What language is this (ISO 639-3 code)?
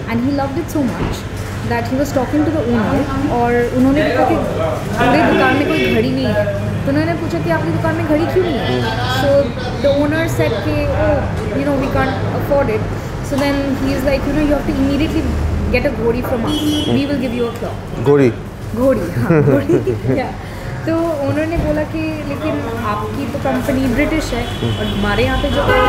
hin